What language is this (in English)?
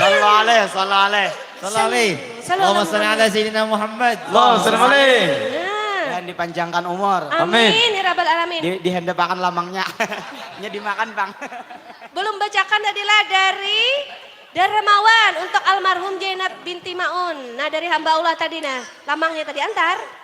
Banjar